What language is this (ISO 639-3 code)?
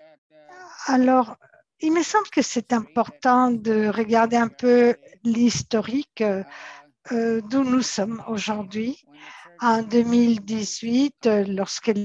fra